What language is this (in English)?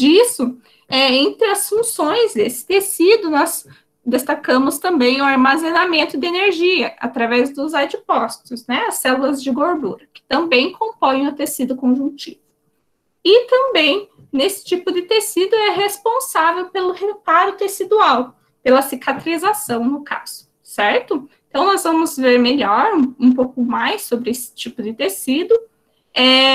Portuguese